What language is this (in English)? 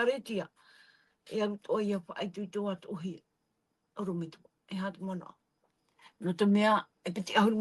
Tahitian